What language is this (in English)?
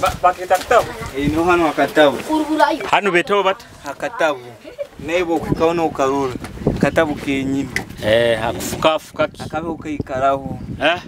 Nyoro